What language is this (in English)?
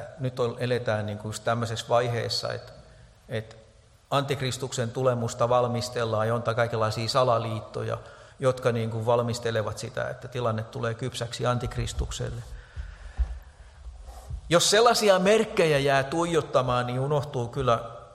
Finnish